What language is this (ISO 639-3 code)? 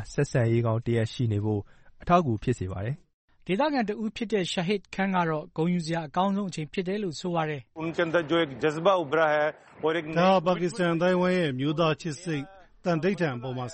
mya